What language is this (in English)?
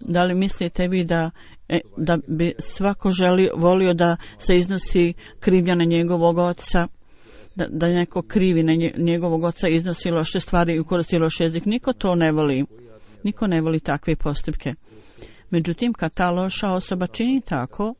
Bosnian